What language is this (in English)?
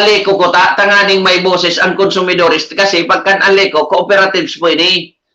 Bikol